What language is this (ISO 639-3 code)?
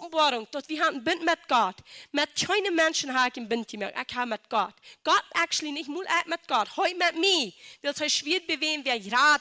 pdt